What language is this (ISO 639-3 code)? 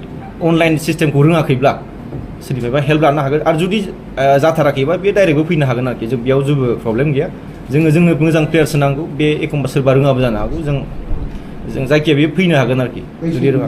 brx